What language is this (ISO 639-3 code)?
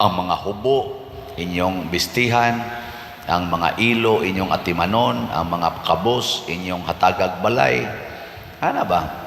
ceb